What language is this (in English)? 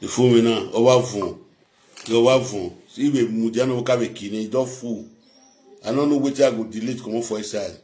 Nigerian Pidgin